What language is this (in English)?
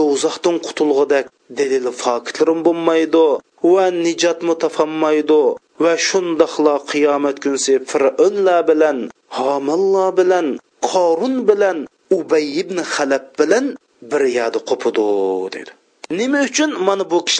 Uyghur